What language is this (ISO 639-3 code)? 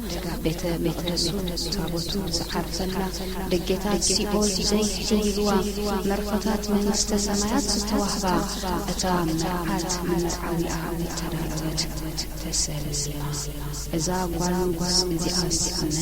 tir